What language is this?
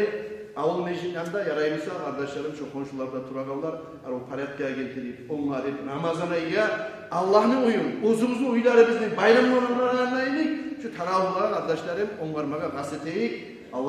Kumyk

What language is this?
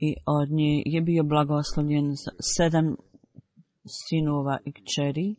Bosnian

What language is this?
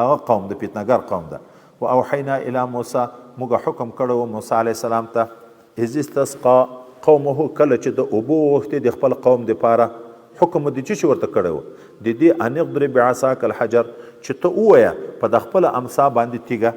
Pashto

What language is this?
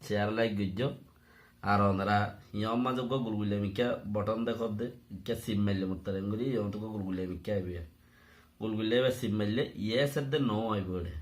Rohingya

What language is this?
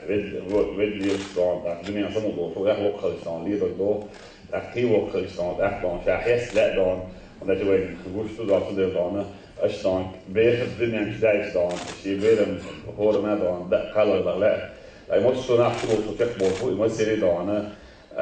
Chechen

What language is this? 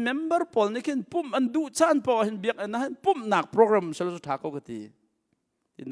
Hakha Chin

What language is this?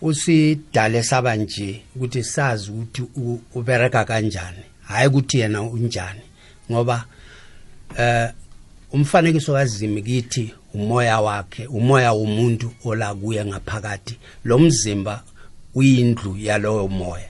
South Ndebele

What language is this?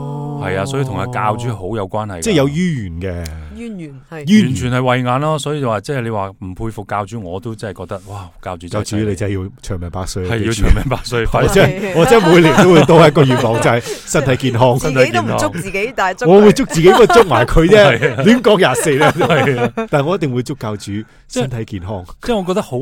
Cantonese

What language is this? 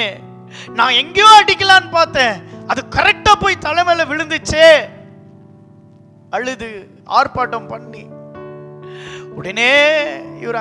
Tamil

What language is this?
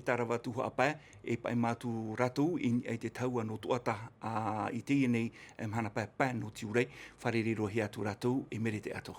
Tahitian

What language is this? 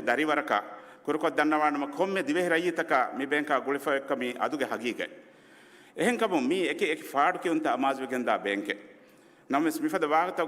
Divehi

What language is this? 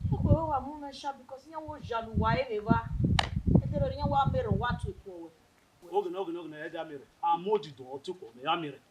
Bini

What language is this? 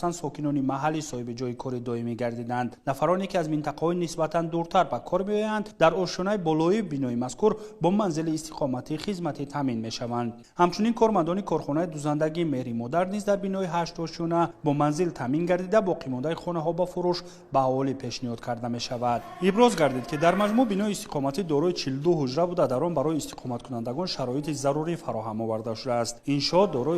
Tajik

